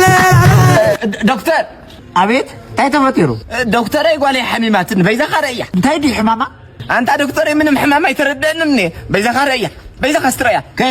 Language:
Tigrinya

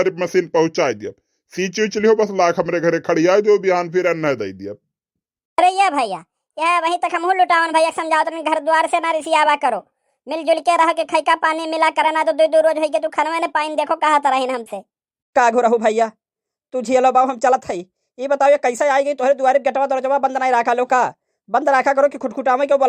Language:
Awadhi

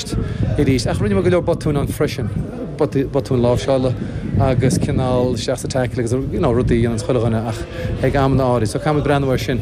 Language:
Irish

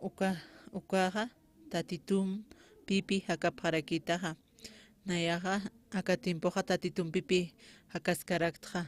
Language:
Aymara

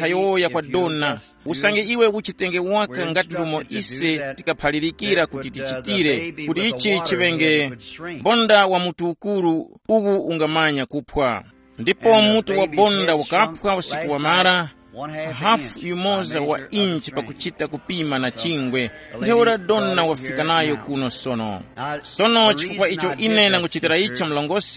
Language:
Tumbuka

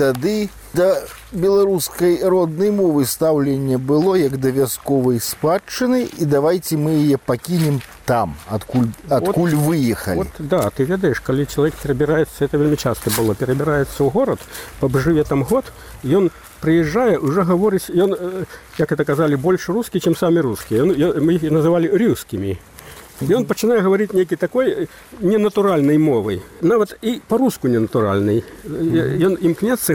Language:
Belarusian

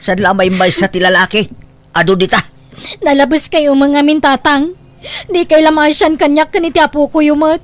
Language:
Iloko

